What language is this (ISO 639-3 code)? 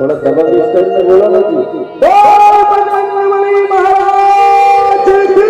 hne